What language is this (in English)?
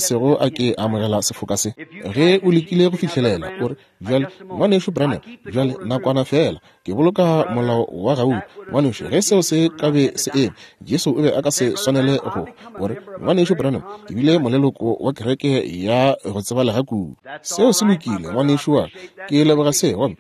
Northern Sotho